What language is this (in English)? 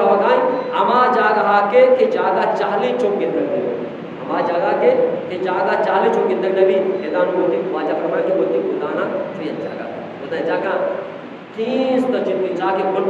Eastern Balochi